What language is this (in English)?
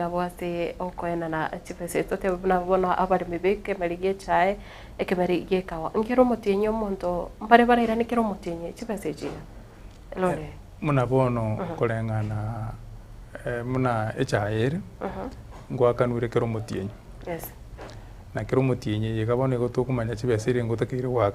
Gusii